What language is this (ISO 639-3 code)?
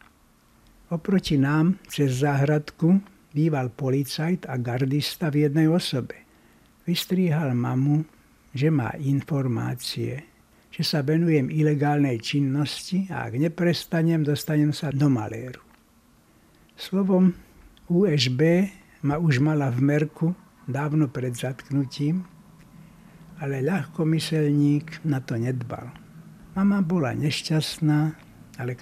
slk